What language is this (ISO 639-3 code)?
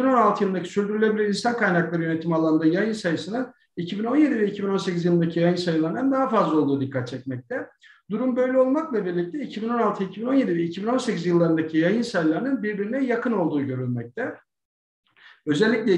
tur